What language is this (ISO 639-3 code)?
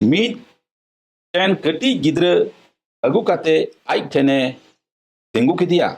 sat